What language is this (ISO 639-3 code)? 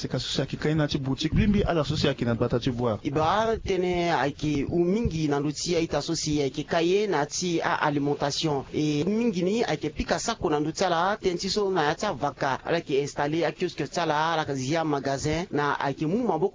sag